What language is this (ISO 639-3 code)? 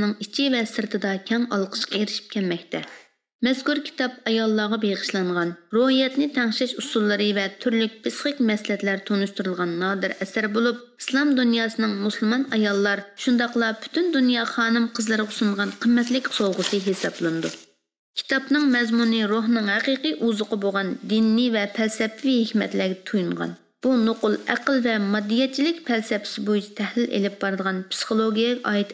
uig